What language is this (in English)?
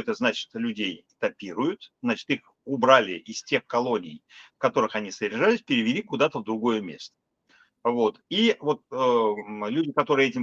Russian